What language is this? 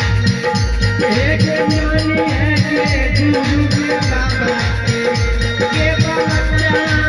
Angika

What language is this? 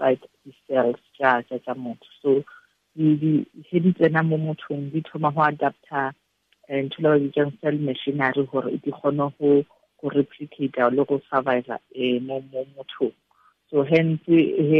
Tswana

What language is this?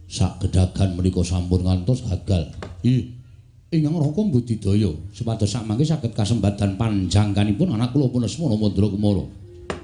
Javanese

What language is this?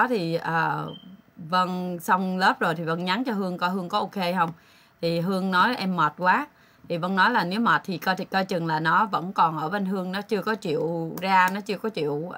Vietnamese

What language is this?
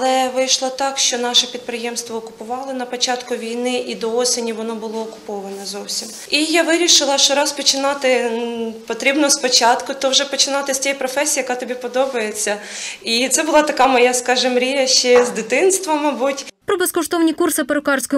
Ukrainian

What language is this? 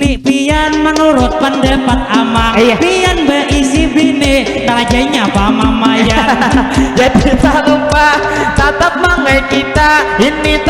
Banjar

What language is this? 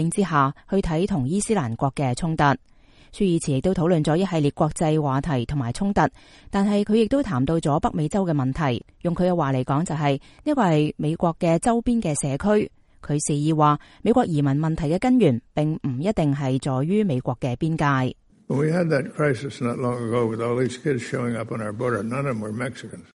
Cantonese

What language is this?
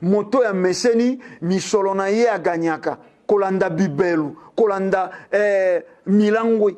Lingala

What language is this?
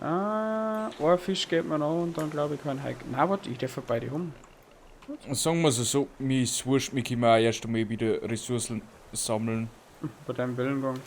Bavarian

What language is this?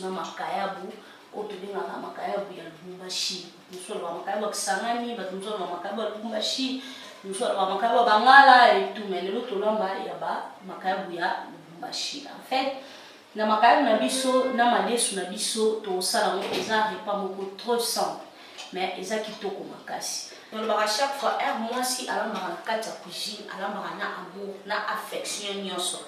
Lingala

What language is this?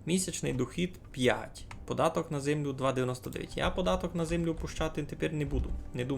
Rusyn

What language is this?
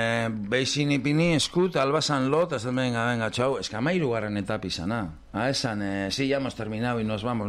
Basque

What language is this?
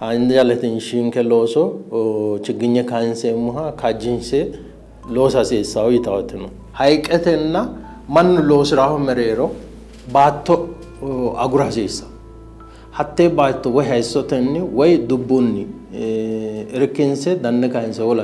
Sidamo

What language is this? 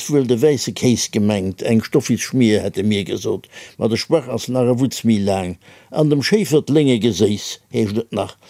Luxembourgish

